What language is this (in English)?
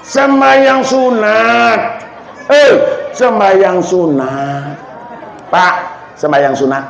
Minangkabau